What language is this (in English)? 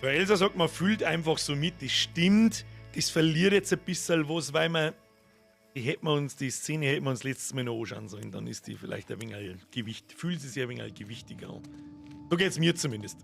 Bavarian